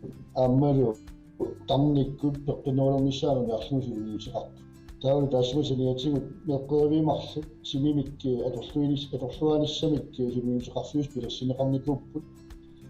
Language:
Kalaallisut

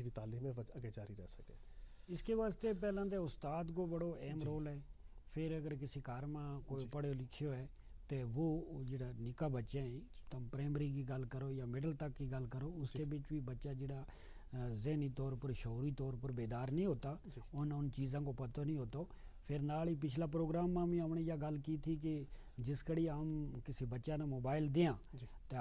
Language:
Gujari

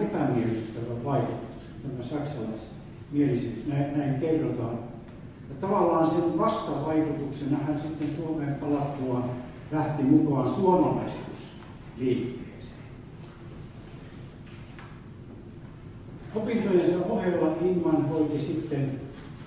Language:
Finnish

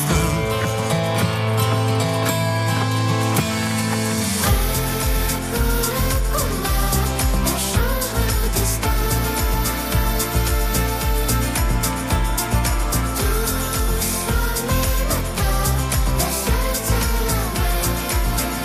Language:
French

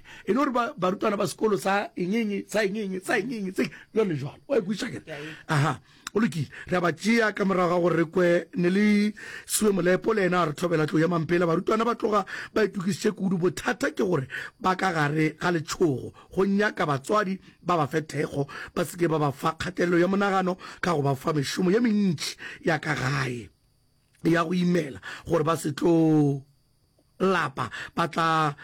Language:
Northern Sotho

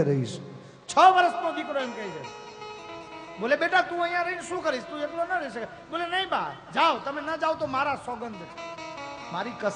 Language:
Gujarati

